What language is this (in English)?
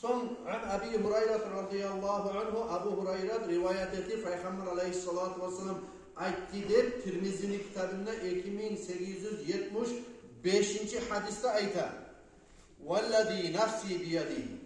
Kumyk